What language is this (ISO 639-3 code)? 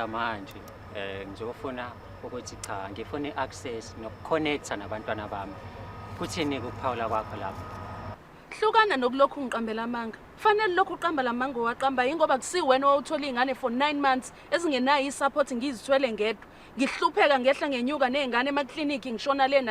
zul